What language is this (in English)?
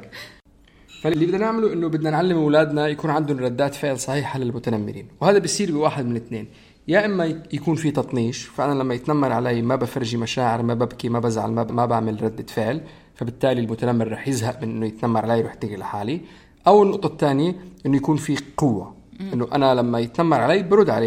North Levantine Arabic